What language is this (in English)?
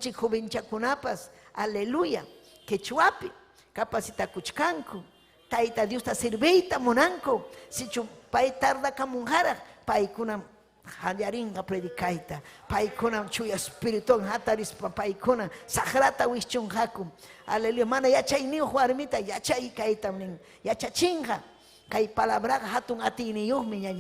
Ayacucho Quechua